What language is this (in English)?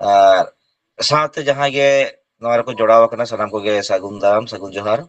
Santali